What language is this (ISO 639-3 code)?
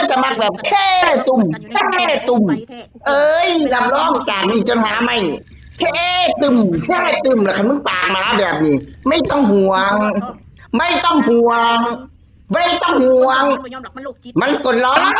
tts